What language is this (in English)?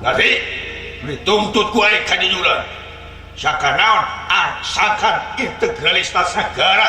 Sundanese